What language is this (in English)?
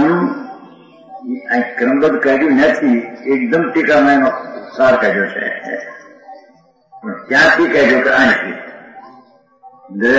Gujarati